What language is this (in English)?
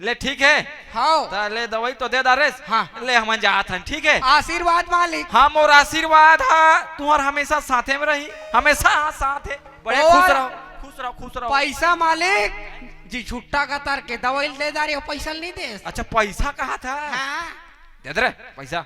Chhattisgarhi